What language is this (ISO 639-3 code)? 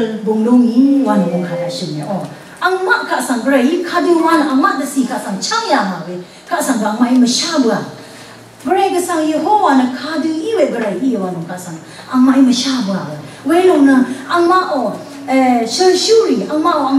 raw